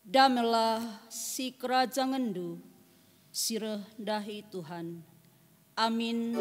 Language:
Batak Karo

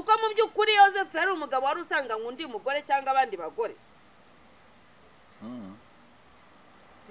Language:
Kinyarwanda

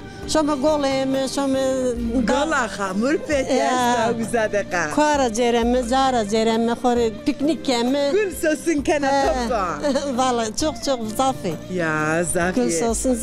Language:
Zaza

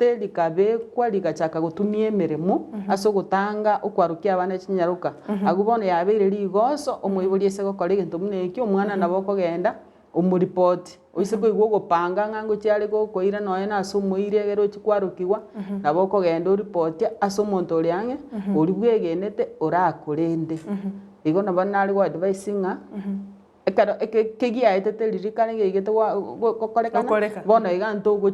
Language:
Gusii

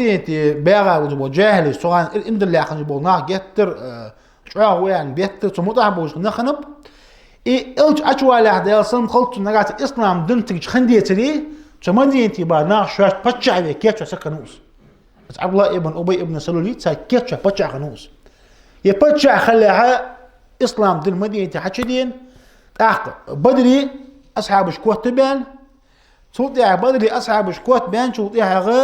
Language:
Ingush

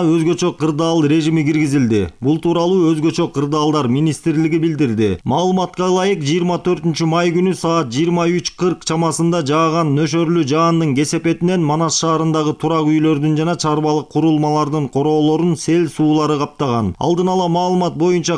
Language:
Kyrgyz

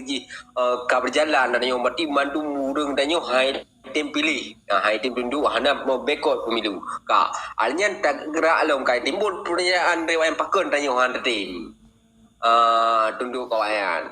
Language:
Achinese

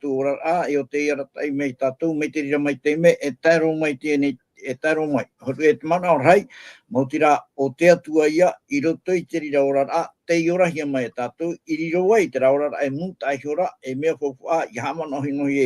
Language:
Tahitian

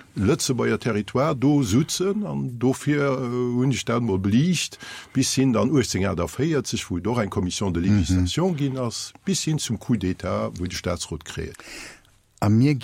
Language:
Luxembourgish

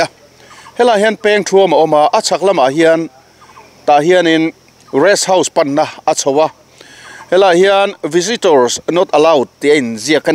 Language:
Mizo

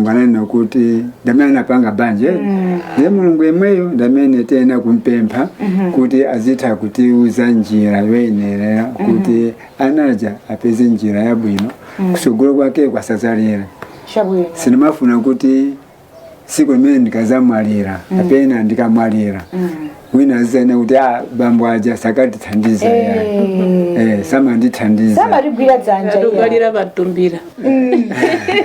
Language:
Nyanja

